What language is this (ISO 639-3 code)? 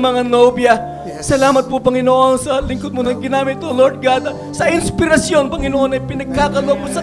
fil